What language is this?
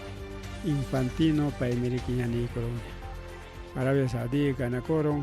Ayacucho Quechua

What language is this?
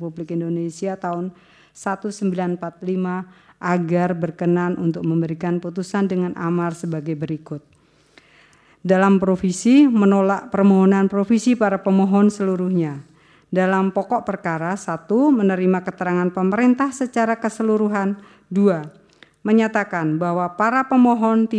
Indonesian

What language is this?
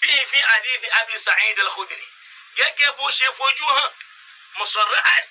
Yoruba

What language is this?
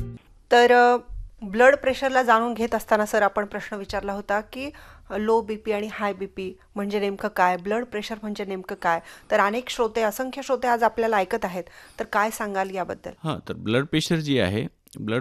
Marathi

